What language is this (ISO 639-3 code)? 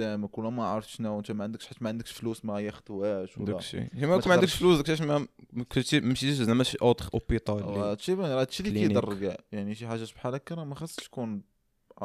ary